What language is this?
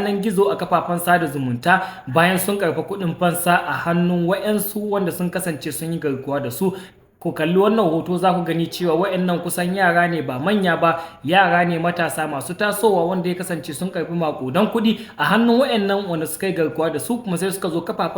Hausa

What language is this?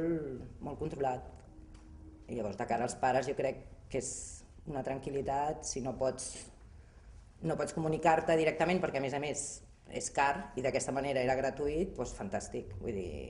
Catalan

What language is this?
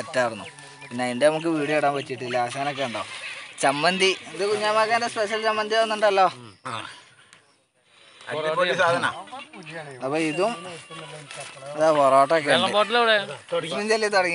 Malayalam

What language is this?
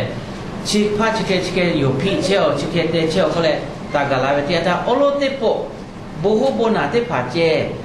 Lahu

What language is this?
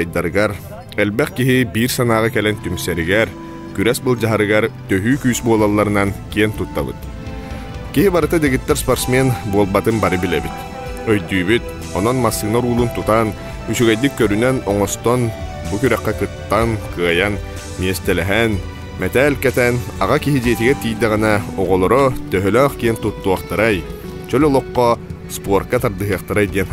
Yakut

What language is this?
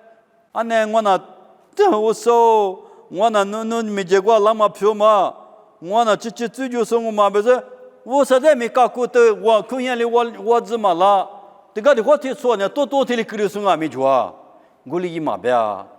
Lisu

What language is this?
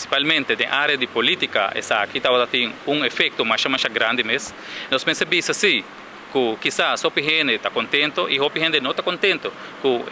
Papiamento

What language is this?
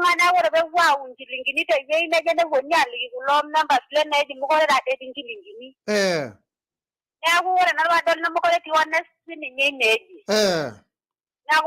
Masai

